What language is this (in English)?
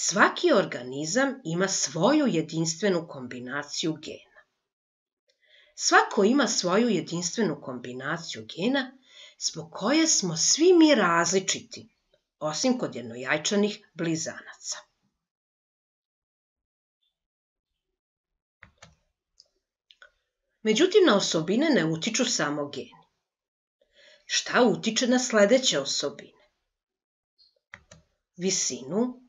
Serbian